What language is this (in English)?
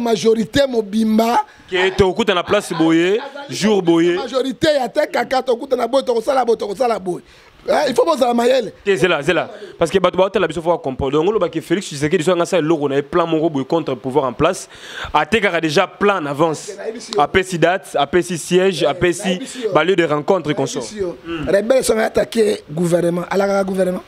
Lingala